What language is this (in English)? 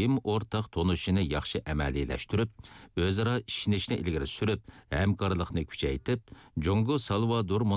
Uyghur